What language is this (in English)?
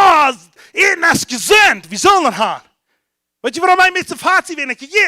Plautdietsch